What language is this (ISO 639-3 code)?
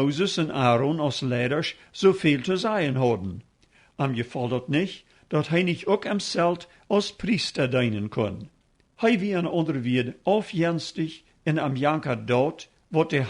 pdt